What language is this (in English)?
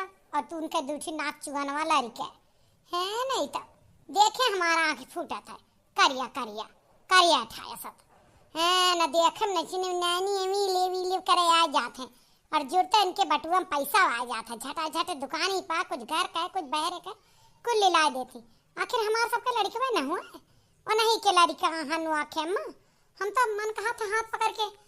Awadhi